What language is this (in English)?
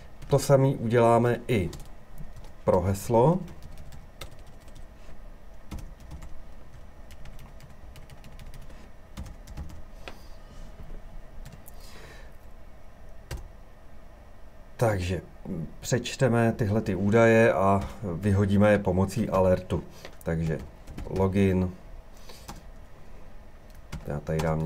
Czech